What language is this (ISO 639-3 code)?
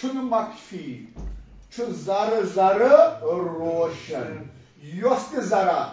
kas